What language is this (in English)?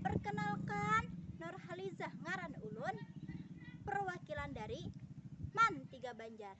Banjar